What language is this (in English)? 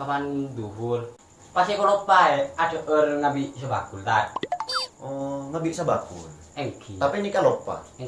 Madurese